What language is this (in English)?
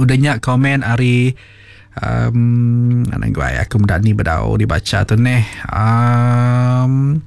Iban